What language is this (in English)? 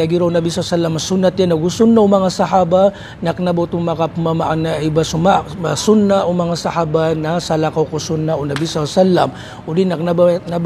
Maranao